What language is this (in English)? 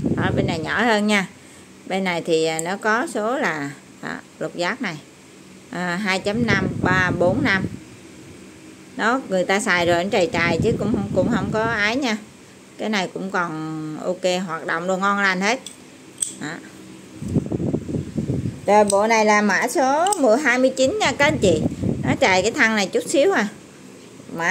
Vietnamese